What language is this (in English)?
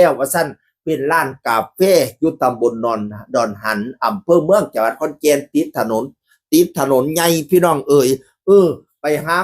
Lao